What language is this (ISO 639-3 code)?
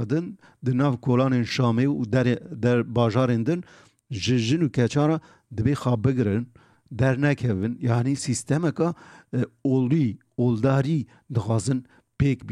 kur